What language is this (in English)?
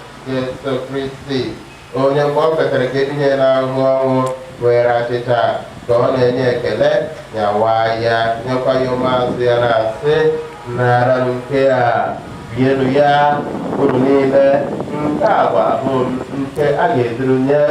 Igbo